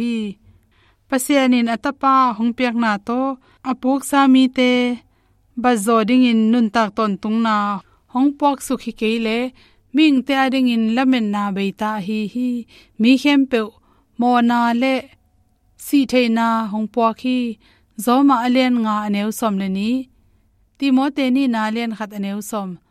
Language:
Tedim Chin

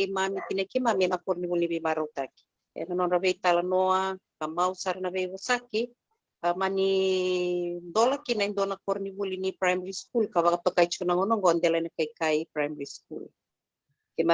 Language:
Fijian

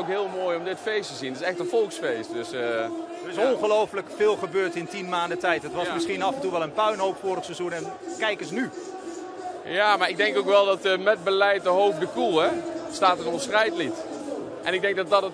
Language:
Dutch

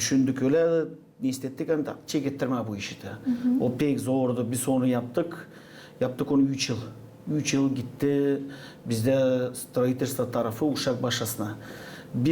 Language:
Gagauz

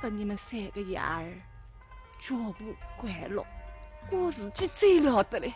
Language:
Wu Chinese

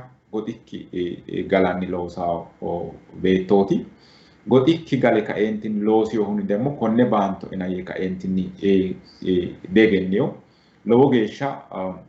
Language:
Sidamo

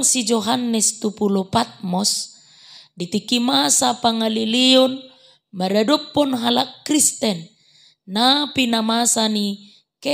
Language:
Batak Toba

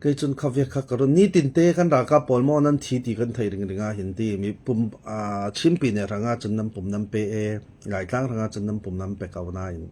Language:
Falam Chin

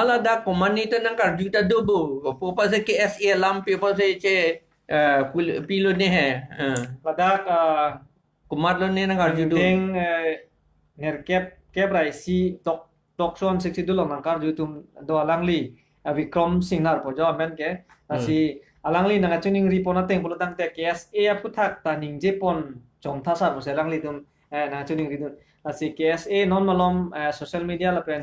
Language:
Karbi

